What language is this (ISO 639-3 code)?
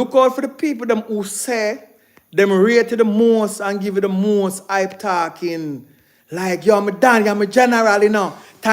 jam